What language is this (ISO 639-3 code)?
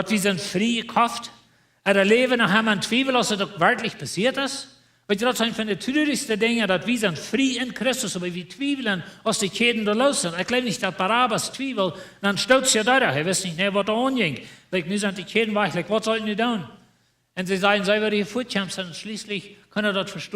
pdt